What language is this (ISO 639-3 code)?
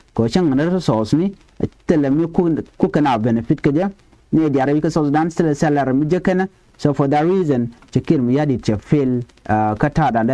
nus